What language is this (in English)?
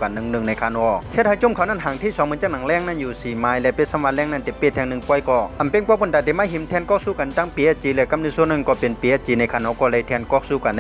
Shan